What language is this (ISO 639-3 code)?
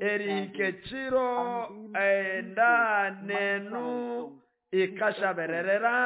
nnb